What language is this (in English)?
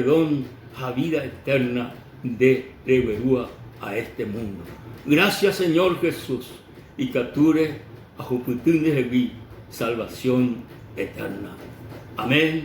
Guarani